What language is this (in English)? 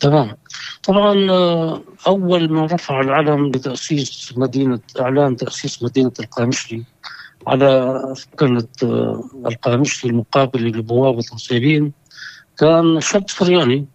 North Levantine Arabic